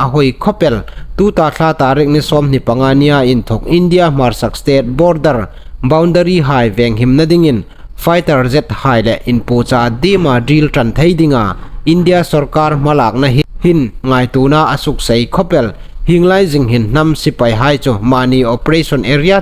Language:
Hmar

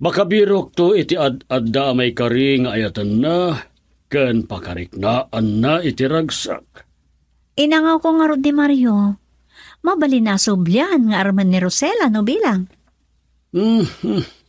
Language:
Iloko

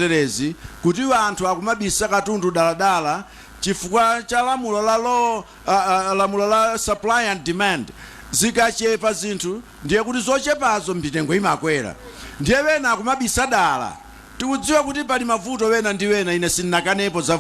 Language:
Nyanja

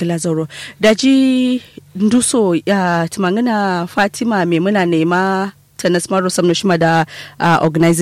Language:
Kanuri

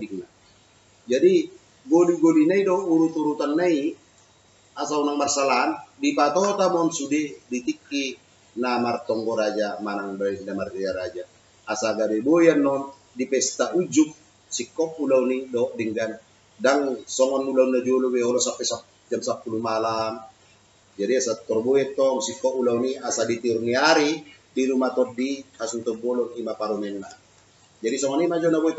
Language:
Batak Toba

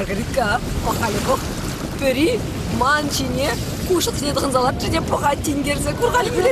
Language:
Chuvash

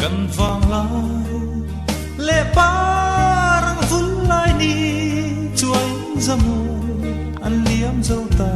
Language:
Mizo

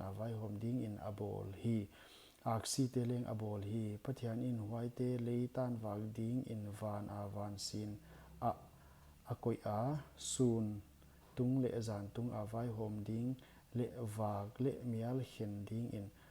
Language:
Paite Chin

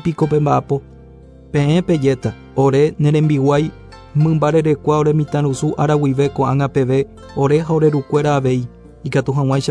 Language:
Guarani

